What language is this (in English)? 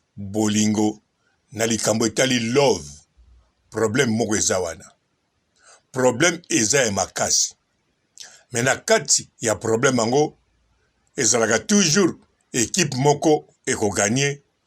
Lingala